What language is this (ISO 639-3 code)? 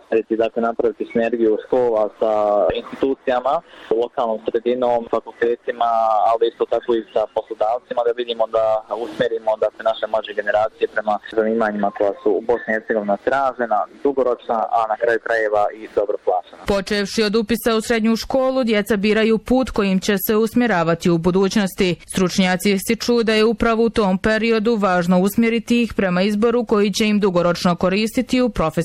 bos